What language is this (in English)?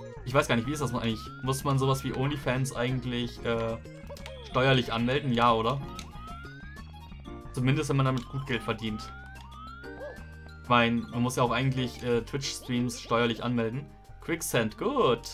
German